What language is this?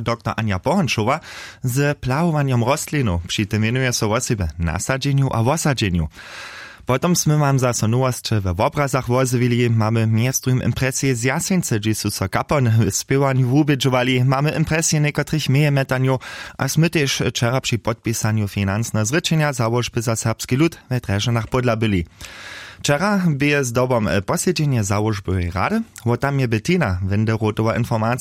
Upper Sorbian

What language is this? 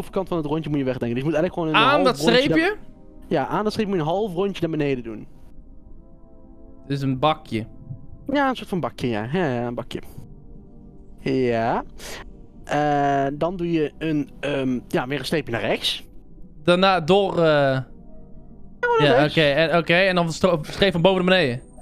Dutch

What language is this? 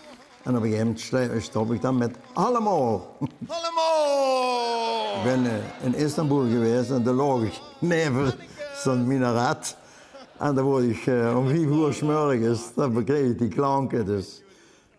Limburgish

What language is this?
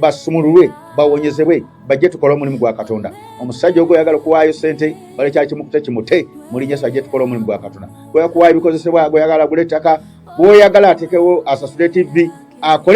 Ganda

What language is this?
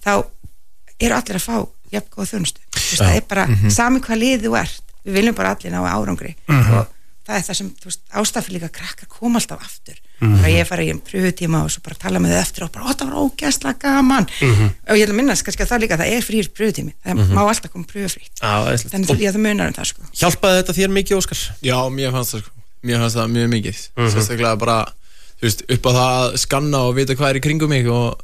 Icelandic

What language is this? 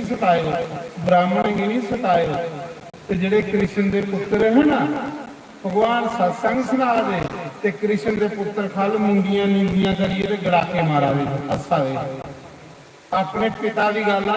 Dogri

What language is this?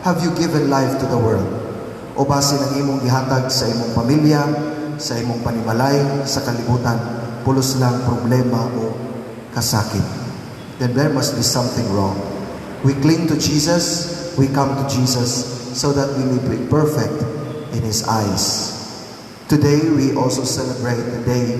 Cebuano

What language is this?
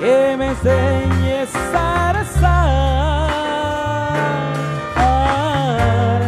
Kekchí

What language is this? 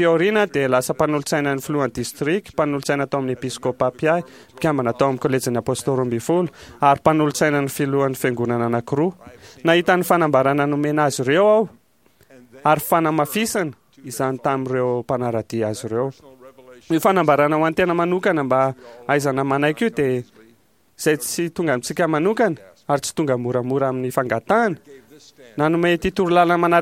Malagasy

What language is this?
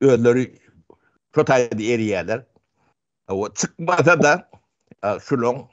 Turkmen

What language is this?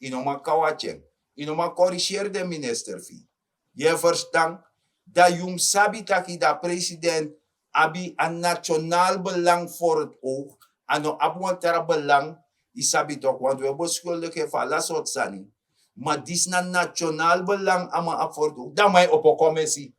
Sranan Tongo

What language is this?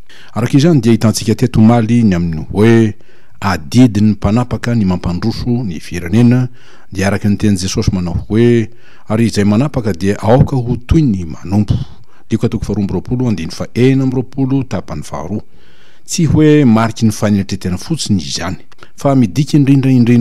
Malagasy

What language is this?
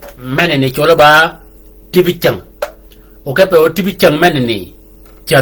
Shilluk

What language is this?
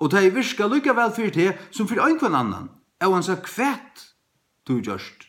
Faroese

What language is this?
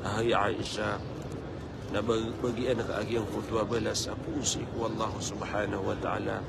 Maranao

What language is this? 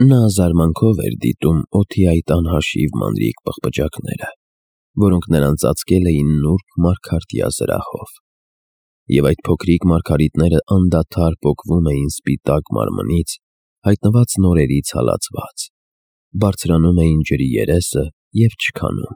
Armenian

